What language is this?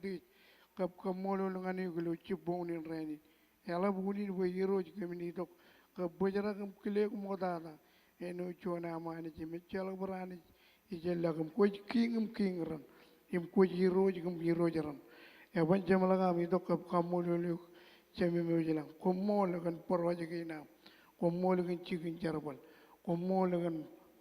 Marshallese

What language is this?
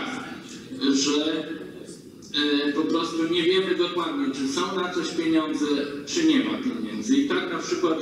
Polish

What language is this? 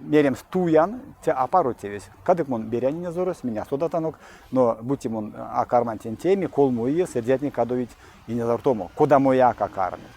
Erzya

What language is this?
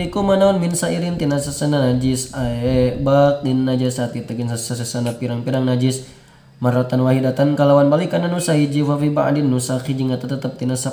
Sundanese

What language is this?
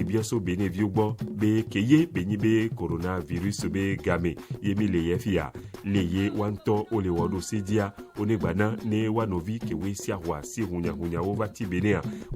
Ewe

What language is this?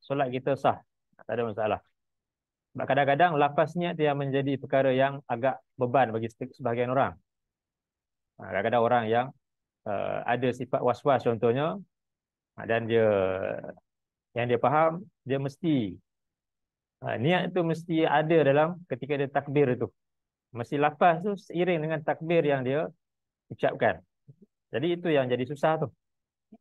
Malay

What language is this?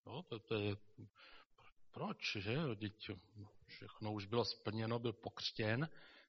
Czech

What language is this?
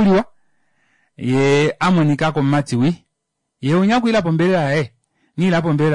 Kuanyama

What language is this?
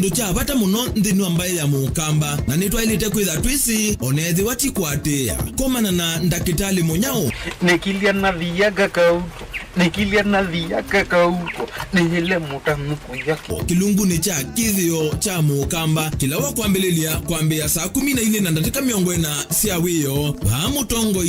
Kamba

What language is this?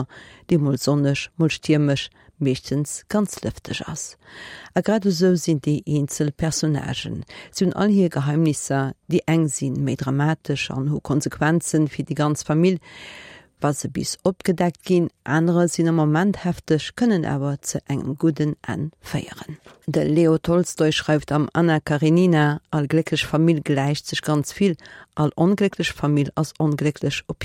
Luxembourgish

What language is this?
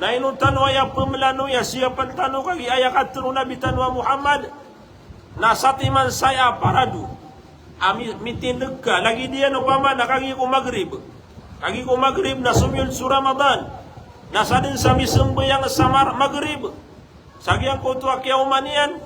Maranao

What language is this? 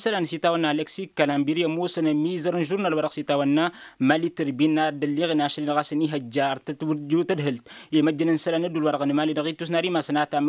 Tamasheq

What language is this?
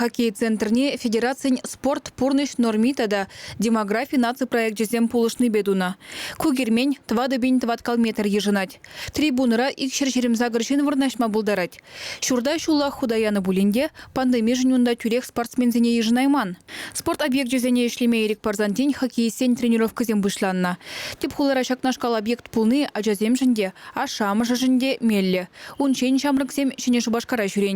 Chuvash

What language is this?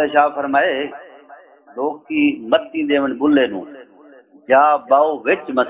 Saraiki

